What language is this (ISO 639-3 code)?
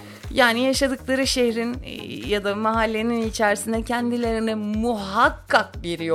tur